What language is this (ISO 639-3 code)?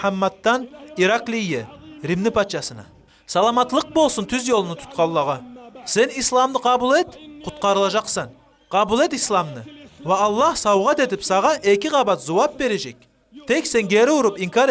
kum